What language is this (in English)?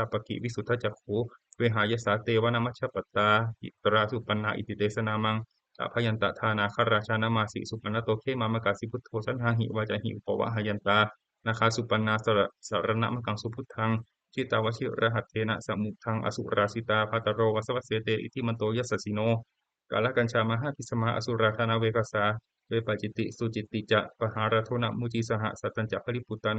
Pali